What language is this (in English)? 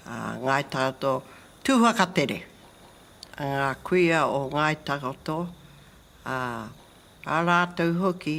Māori